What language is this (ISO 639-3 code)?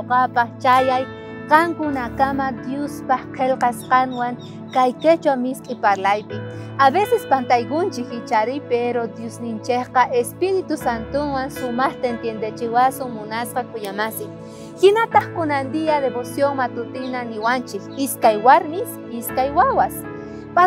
quh